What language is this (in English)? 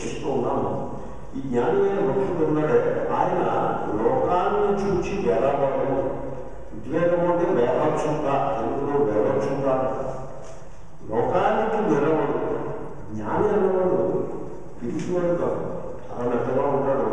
Telugu